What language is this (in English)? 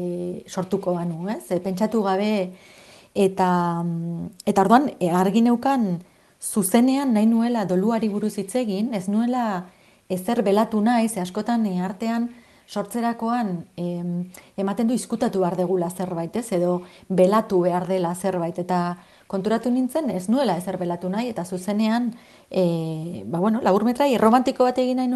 Basque